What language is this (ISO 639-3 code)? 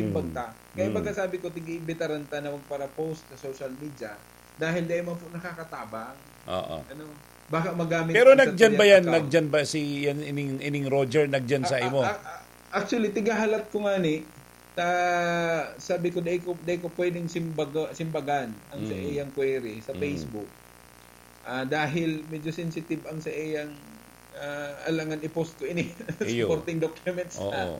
bik